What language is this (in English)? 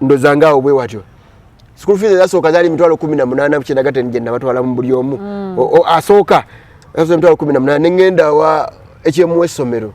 Ganda